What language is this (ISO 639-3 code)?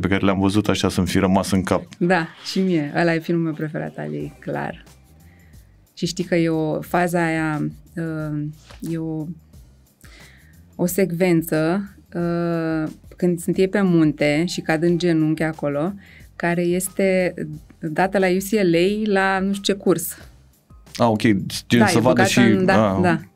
ron